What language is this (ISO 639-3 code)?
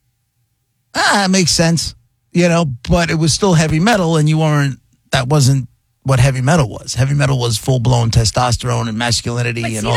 eng